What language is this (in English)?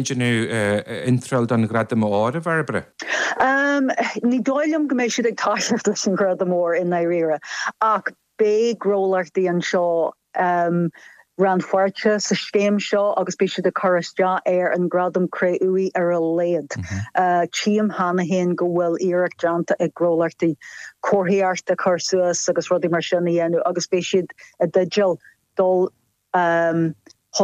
Irish